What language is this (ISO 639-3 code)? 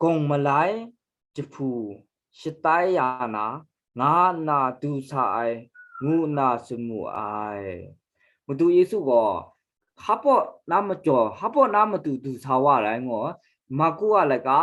kac